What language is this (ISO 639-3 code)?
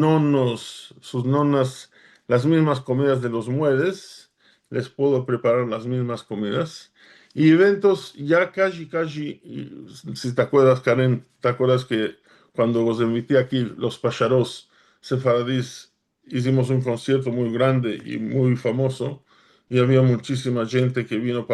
lad